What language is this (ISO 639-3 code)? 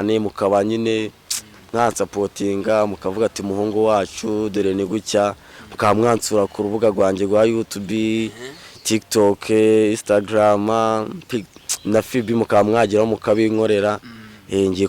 kin